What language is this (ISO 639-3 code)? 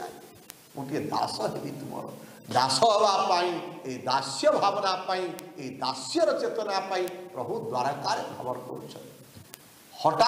ori